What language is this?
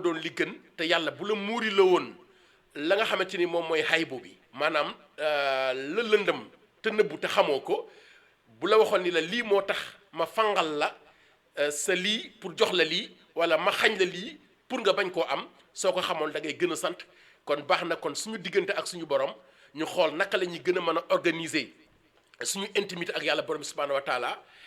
Wolof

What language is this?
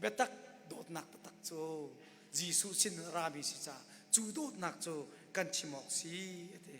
Hakha Chin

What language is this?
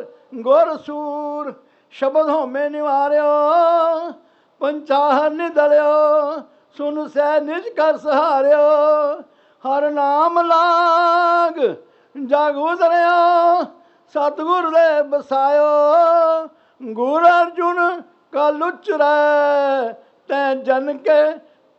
Punjabi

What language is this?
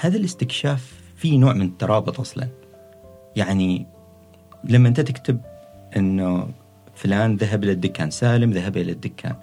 Gulf Arabic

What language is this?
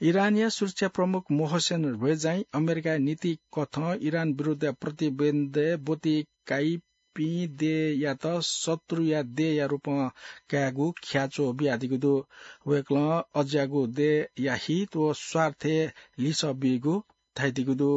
Newari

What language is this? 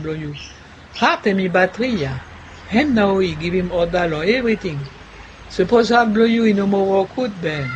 Bislama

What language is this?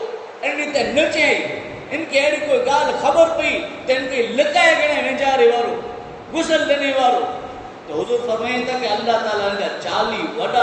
Kachhi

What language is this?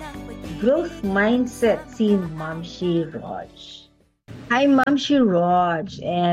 Filipino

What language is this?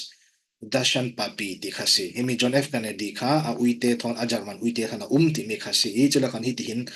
Falam Chin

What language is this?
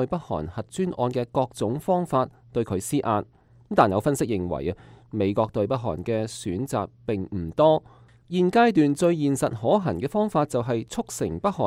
Cantonese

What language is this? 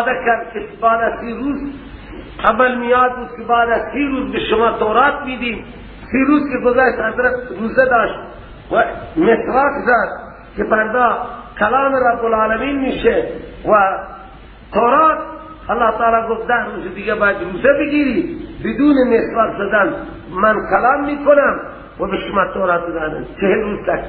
Persian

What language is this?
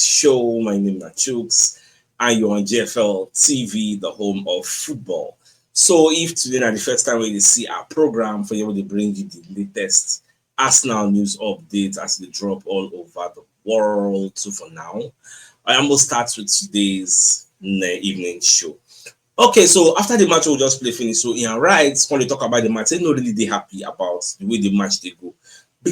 Nigerian Pidgin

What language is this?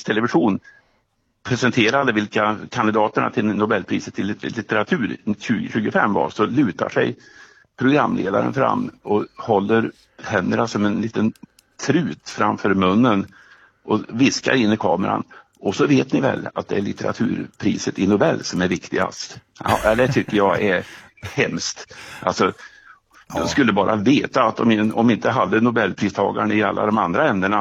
Swedish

